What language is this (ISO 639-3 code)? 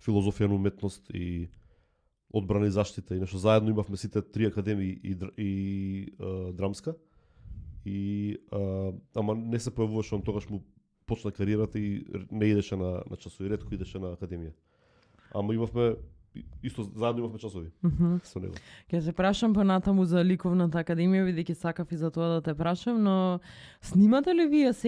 mkd